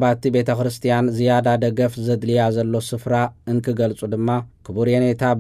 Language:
Tigrinya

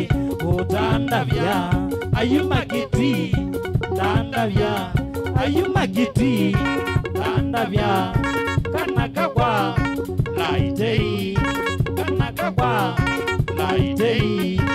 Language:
Kamba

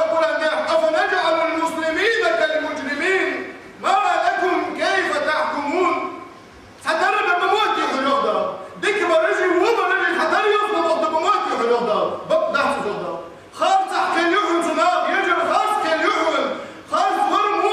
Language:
Ingush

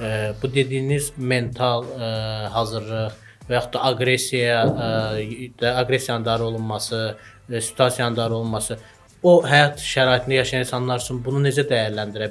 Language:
Azerbaijani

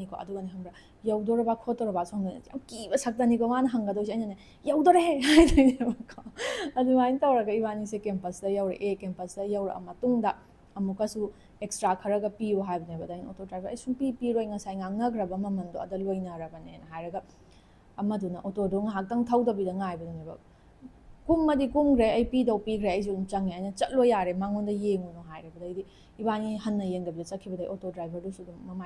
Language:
Manipuri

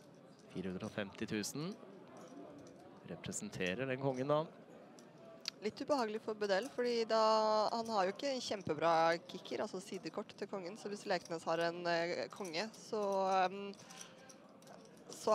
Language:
Norwegian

